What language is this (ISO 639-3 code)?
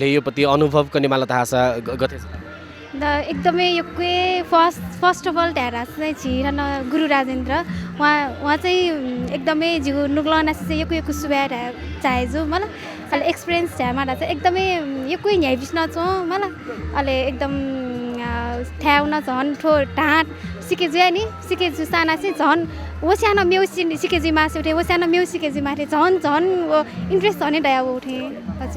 new